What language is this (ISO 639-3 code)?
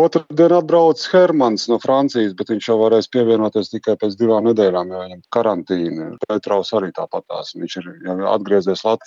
lav